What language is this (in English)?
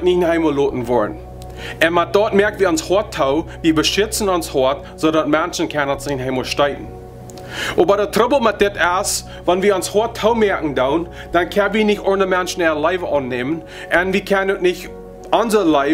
Plautdietsch